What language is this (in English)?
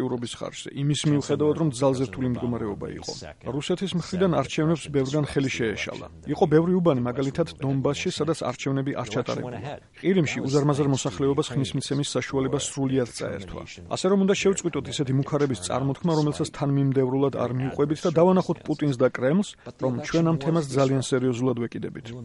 Georgian